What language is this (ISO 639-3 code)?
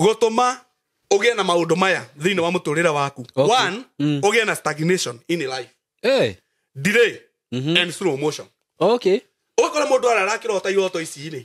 kik